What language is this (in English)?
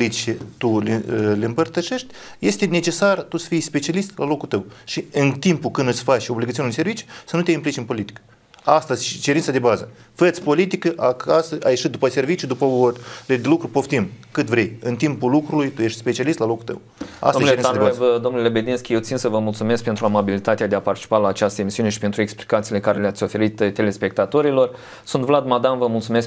Romanian